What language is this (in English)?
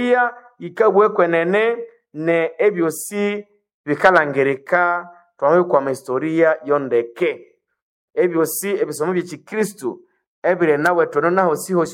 Nande